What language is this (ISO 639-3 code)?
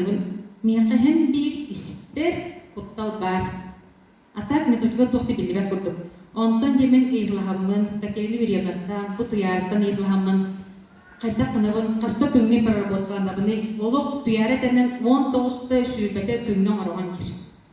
sah